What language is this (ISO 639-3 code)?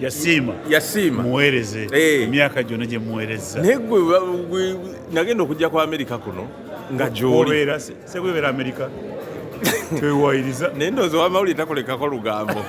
lug